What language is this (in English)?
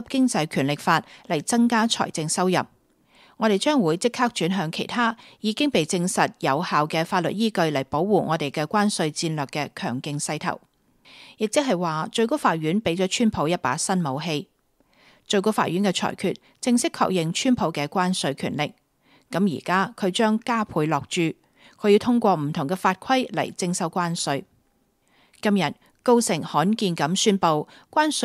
Cantonese